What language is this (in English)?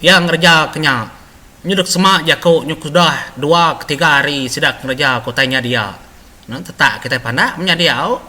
Iban